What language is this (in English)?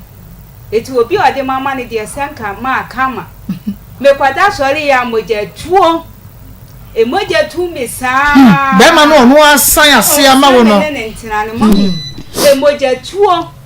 Akan